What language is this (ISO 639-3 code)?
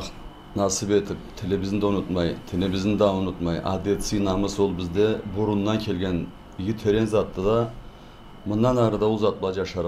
krc